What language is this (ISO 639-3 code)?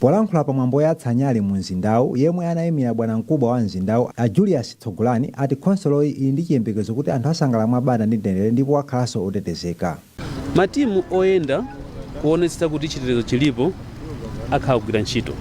nya